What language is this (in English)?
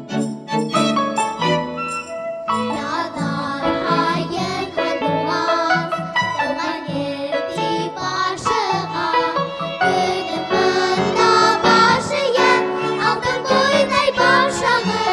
Bashkir